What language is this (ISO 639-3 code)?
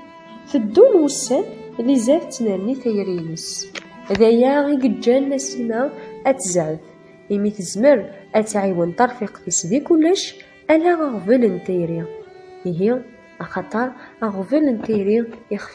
kab